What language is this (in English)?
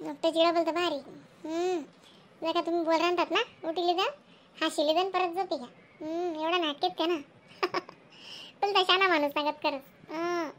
Khandesi